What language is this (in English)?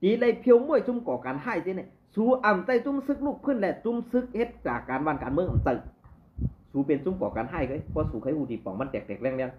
Shan